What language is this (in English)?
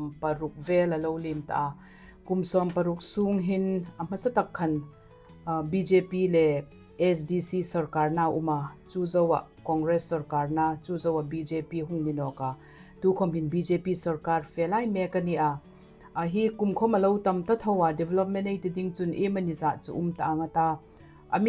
Hmar